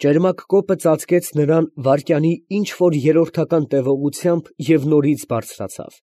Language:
Armenian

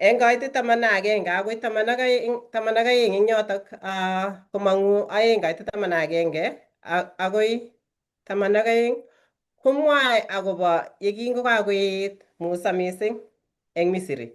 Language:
Kalenjin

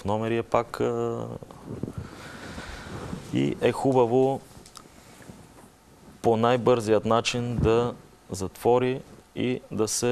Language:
Bulgarian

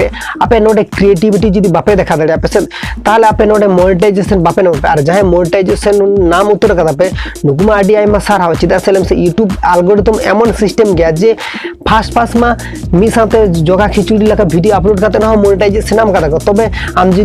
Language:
Santali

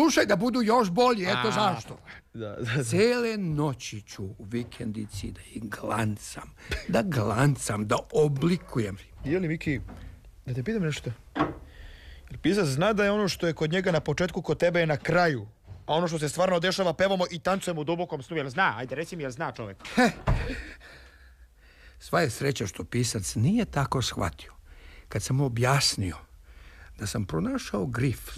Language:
Serbian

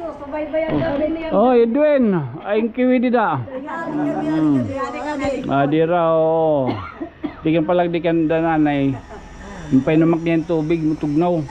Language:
Waray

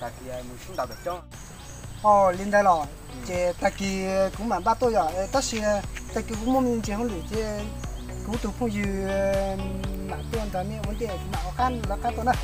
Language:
Hmong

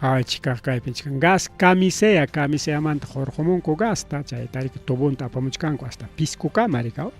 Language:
Ayacucho Quechua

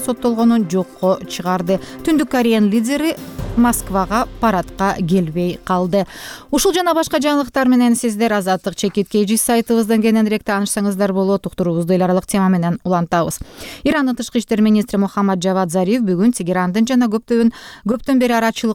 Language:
Kyrgyz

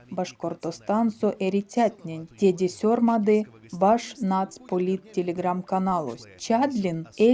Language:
Erzya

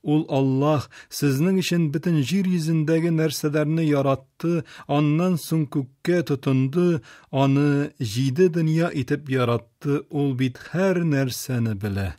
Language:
Tatar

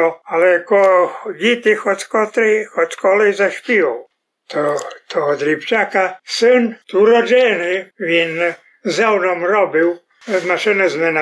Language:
Rusyn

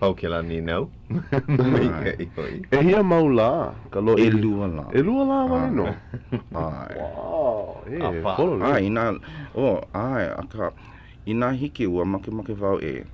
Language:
Hawaiian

